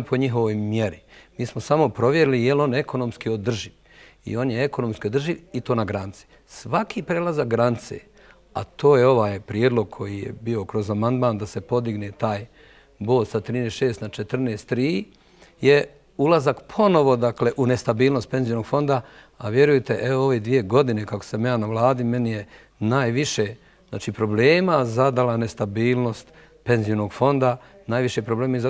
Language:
Bosnian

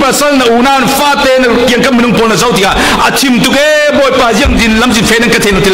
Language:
Falam Chin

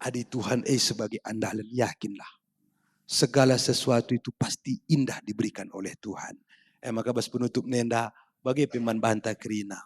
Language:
Batak Karo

